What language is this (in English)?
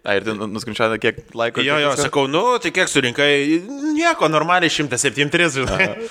Lithuanian